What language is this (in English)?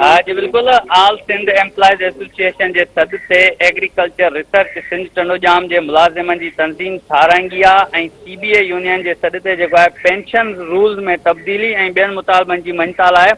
Sindhi